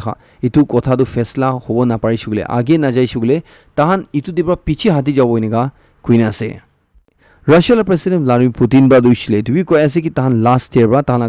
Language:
Naga Pidgin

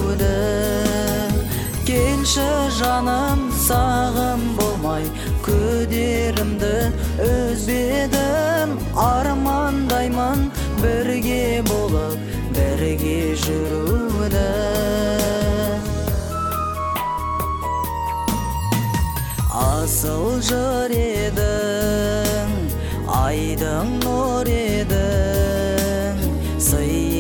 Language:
Kazakh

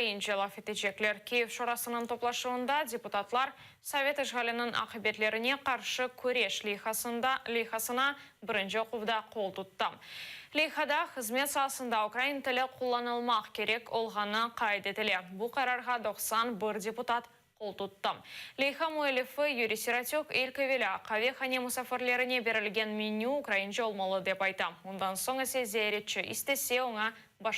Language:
Crimean Tatar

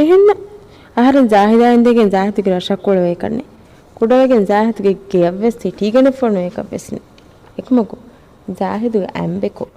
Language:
Divehi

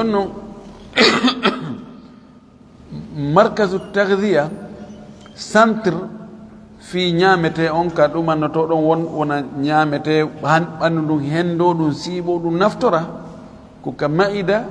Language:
Fula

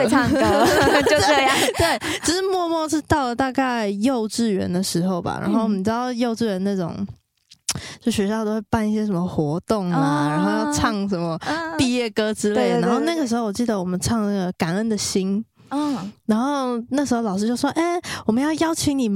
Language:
Chinese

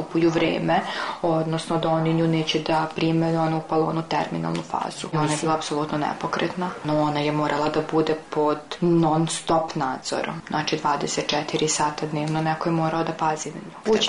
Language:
Serbian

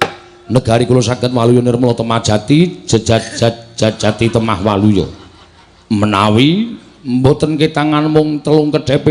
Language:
Javanese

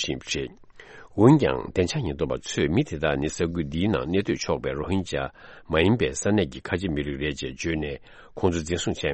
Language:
Tibetan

